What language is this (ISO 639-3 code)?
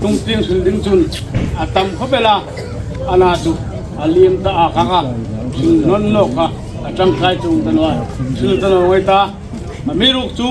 hmr